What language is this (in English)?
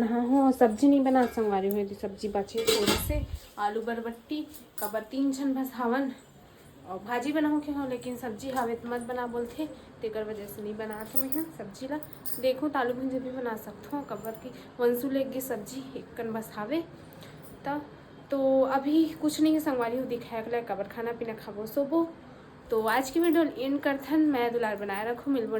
Chhattisgarhi